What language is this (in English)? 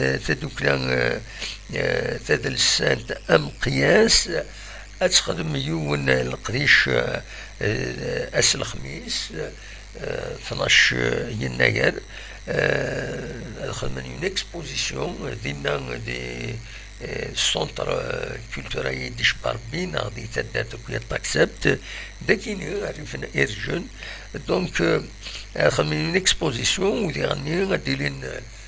Kabyle